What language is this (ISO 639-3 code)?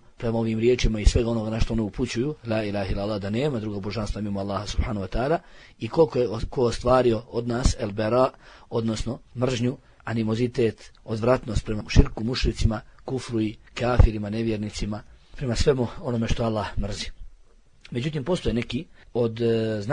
bos